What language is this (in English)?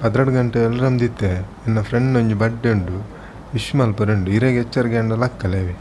Tulu